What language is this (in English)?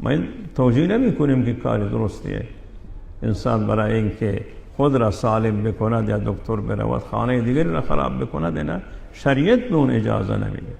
Persian